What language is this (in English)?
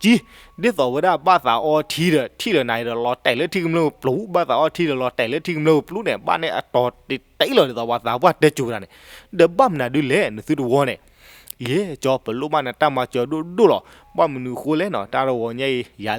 S'gaw Karen